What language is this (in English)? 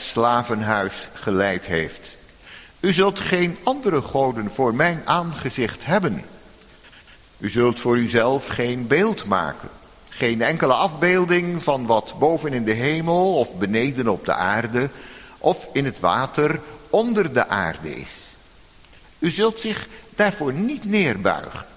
Dutch